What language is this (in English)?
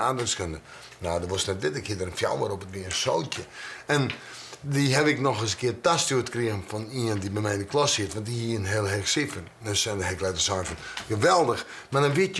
Western Frisian